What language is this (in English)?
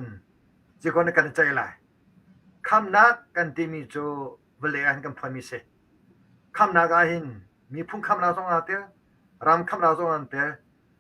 Hakha Chin